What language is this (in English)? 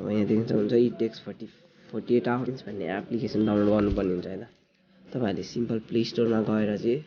Nepali